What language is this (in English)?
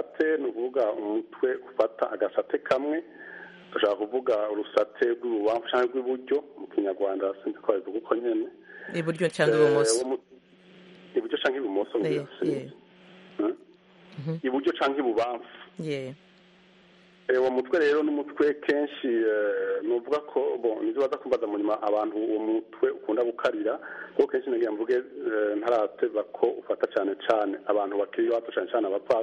Kinyarwanda